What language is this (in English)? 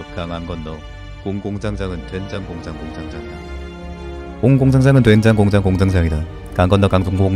Korean